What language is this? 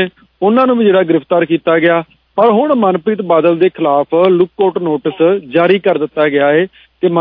Punjabi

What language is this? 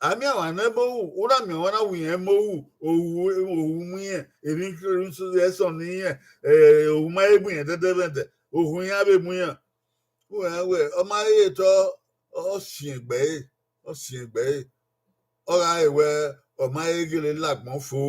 Bini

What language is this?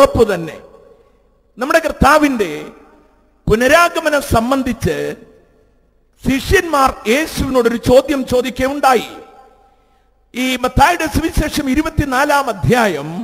Malayalam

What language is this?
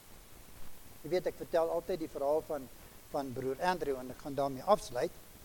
Afrikaans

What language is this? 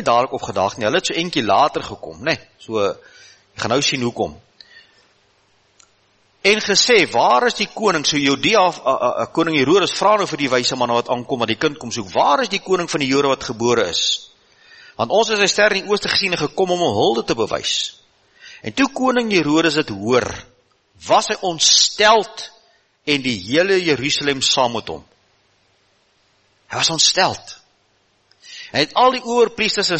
Afrikaans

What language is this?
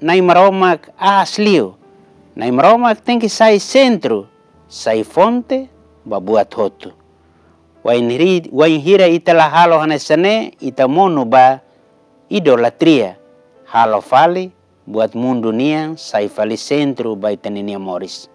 Tetum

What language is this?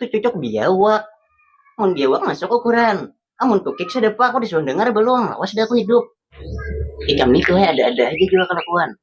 Banjar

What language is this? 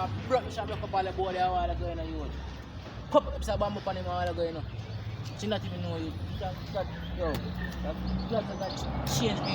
Jamaican Creole English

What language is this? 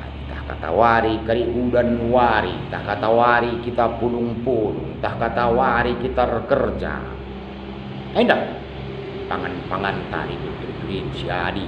Batak Karo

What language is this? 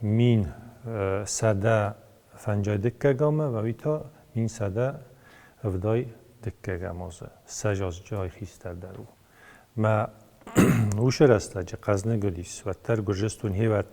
Ossetic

